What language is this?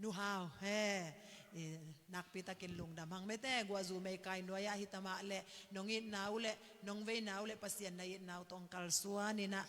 Tedim Chin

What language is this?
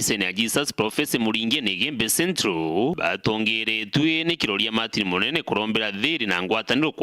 Meru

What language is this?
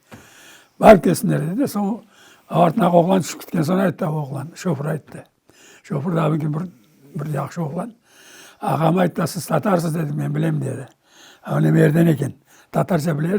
Crimean Tatar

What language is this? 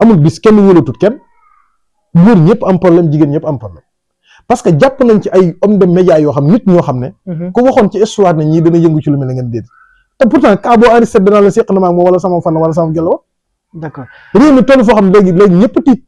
Wolof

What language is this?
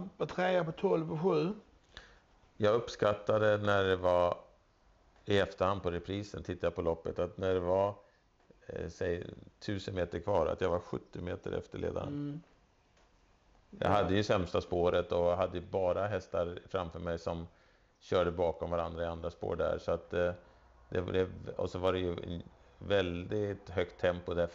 Swedish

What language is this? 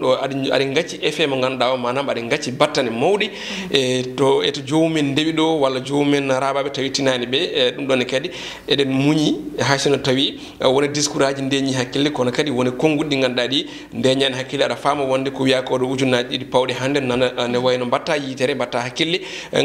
Fula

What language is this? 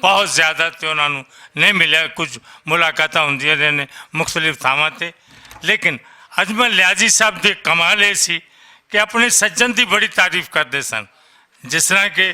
Western Panjabi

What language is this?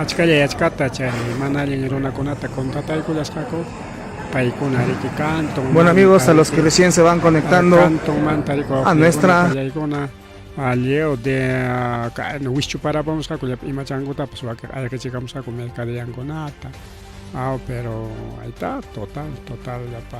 Ayacucho Quechua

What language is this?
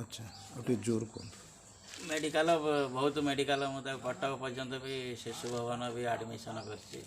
Odia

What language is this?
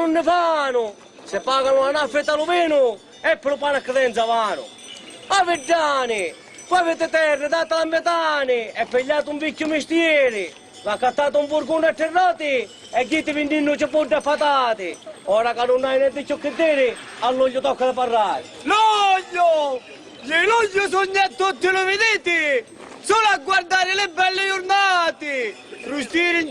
Sicilian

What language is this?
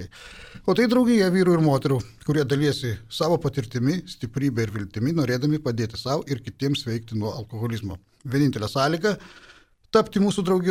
Lithuanian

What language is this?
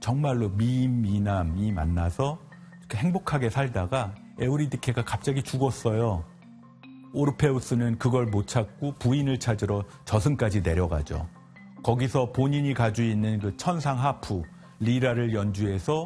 Korean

